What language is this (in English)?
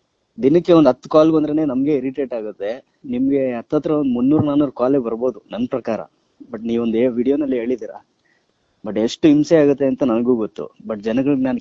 Kannada